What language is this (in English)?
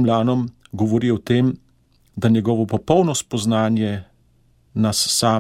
Slovenian